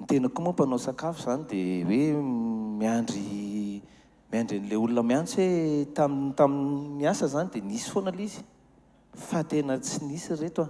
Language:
Malagasy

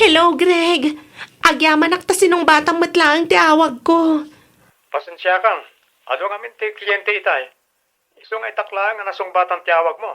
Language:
Iloko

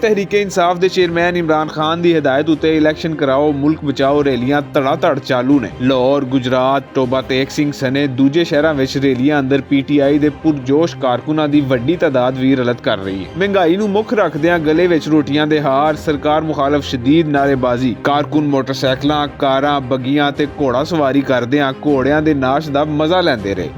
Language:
Western Panjabi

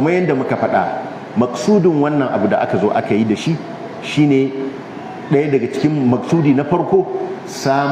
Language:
Hausa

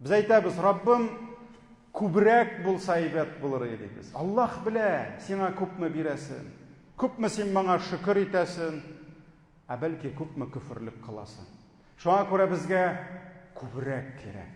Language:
Tatar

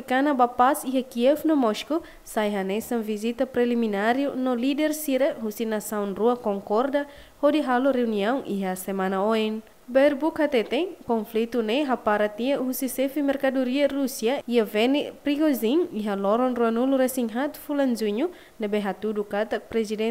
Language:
Tetum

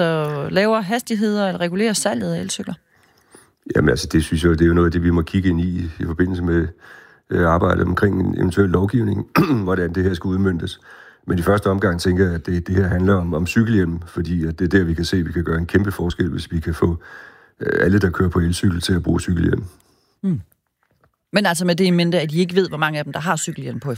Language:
Danish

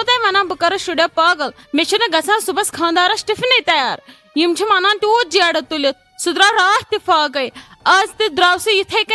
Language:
Kashmiri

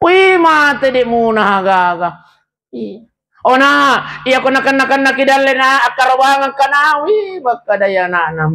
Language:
Buginese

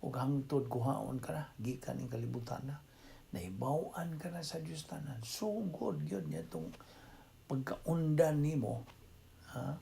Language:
Cebuano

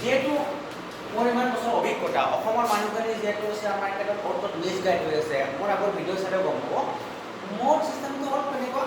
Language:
Assamese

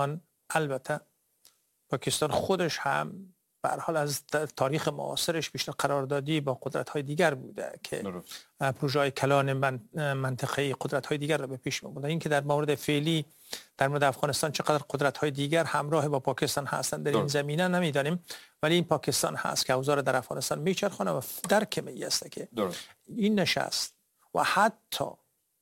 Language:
Persian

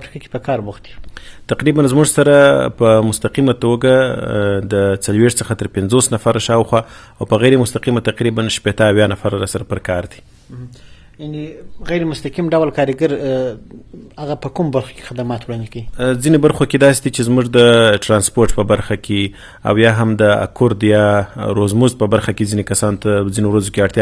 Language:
Pashto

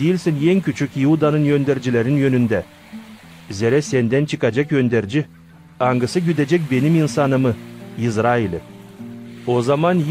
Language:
Gagauz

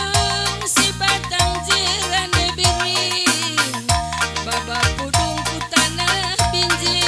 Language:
Batak Karo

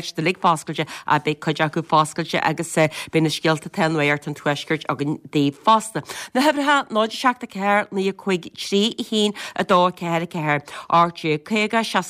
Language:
Irish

